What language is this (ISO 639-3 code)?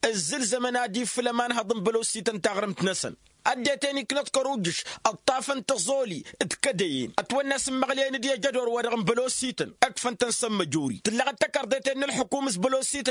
taq